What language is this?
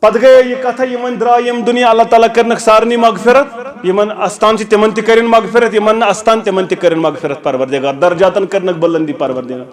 Kashmiri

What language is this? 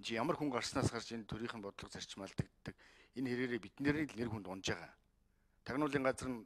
Mongolian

